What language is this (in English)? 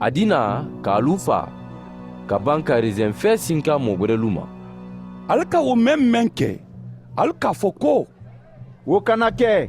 Mandingo